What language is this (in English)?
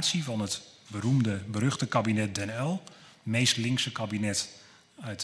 Dutch